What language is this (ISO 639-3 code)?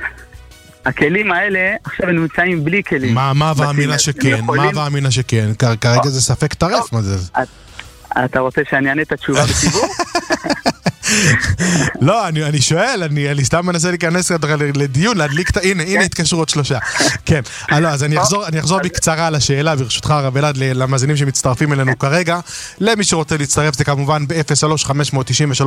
heb